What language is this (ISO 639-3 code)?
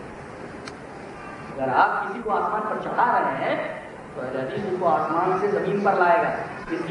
urd